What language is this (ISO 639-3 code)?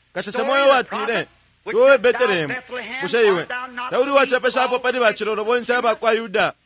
bem